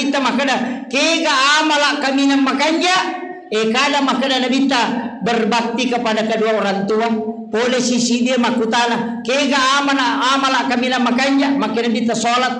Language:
Buginese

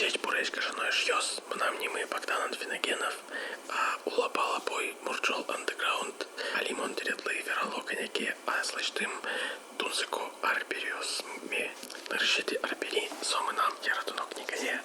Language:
Udmurt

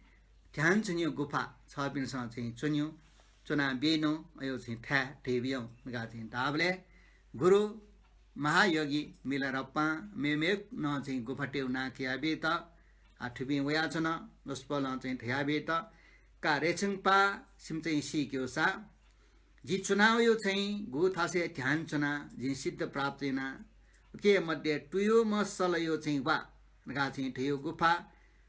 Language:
Newari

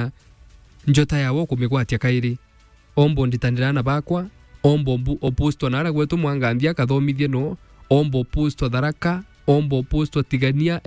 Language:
Meru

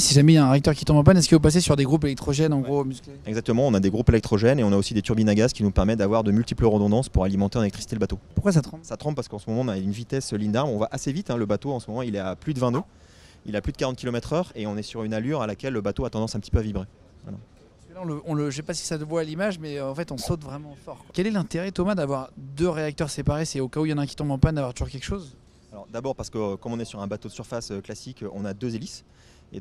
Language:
French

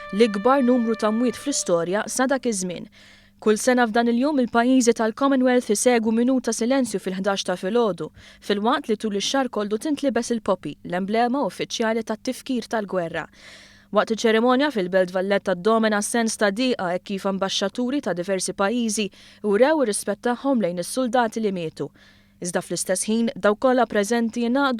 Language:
Maltese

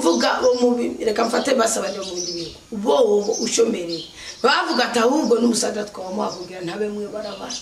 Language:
Rundi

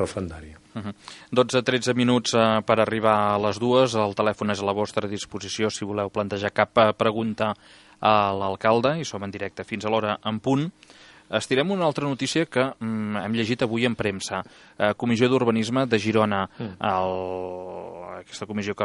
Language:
Catalan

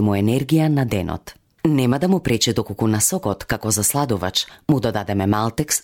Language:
Macedonian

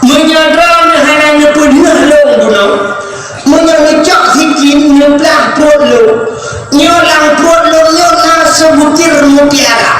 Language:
Achinese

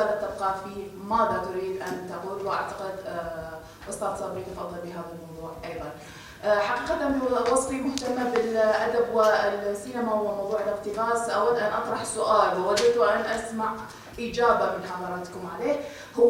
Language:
Kurdish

